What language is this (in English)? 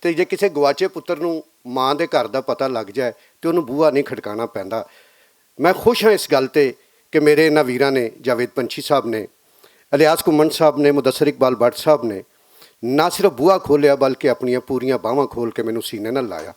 Western Panjabi